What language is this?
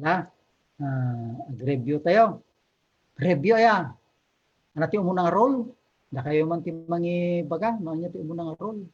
Iloko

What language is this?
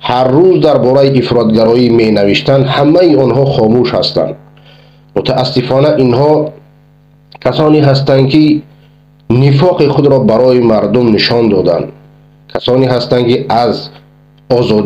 Persian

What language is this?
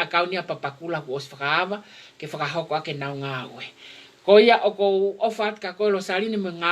Tongan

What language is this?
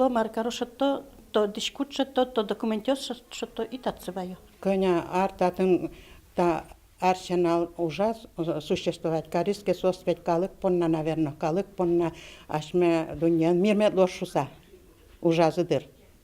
Udmurt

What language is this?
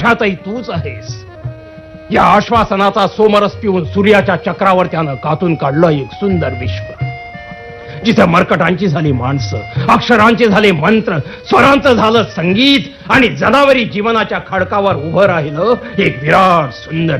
Marathi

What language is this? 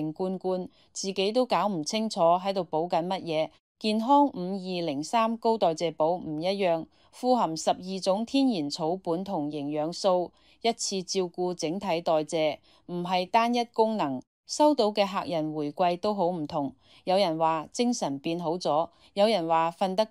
Cantonese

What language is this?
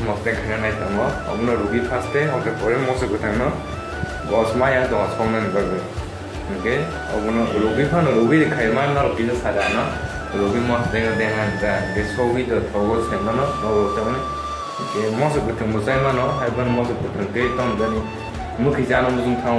Kok Borok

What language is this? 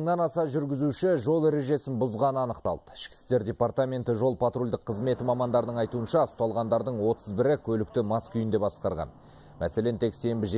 Kazakh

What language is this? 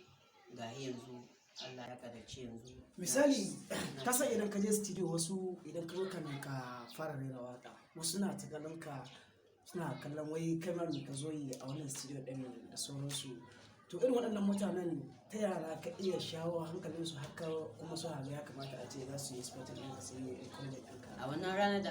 Hausa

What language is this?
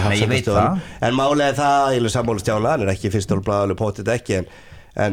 Icelandic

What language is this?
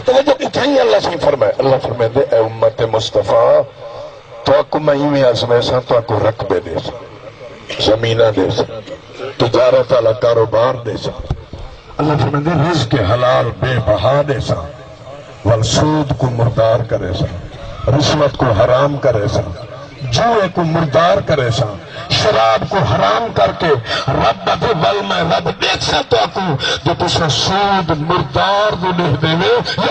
Saraiki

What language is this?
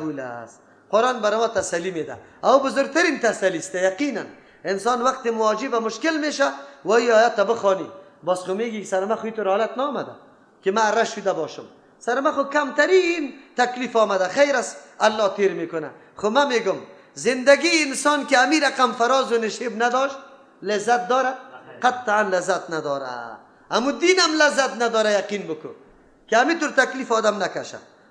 Persian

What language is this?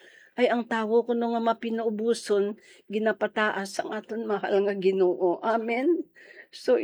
Hiligaynon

